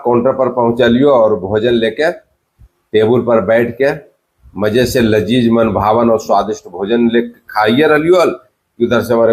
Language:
Magahi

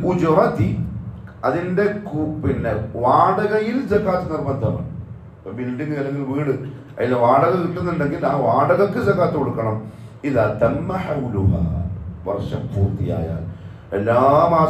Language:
Malayalam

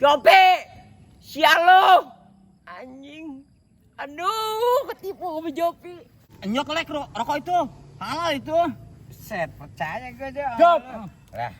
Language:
Betawi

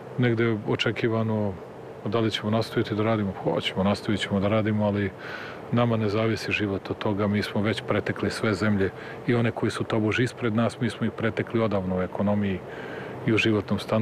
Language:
Serbian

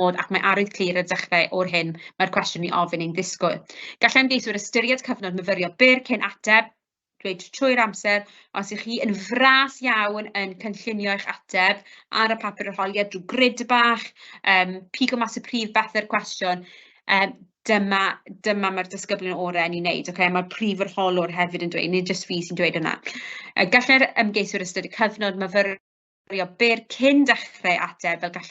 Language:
Welsh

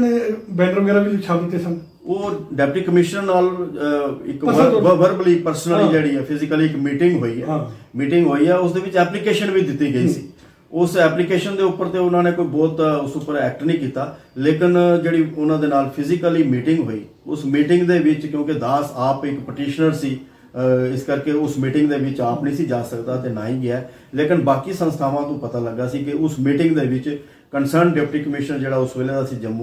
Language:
Punjabi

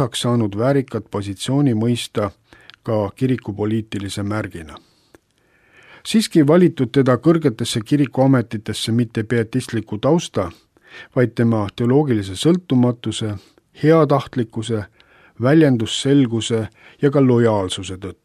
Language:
Estonian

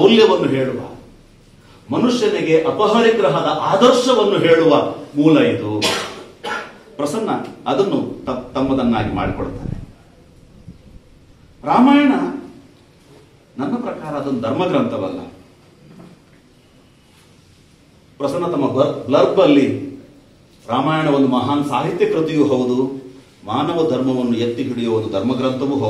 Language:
Kannada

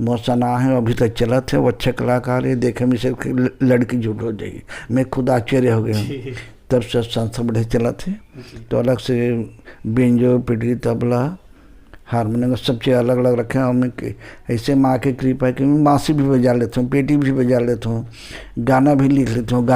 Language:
Chhattisgarhi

